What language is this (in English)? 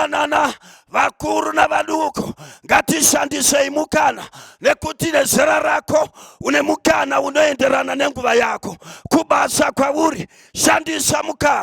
Shona